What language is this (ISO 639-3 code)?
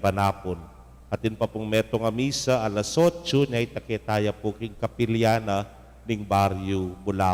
pam